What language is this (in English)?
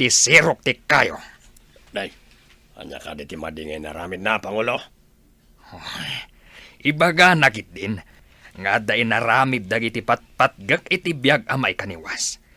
Iloko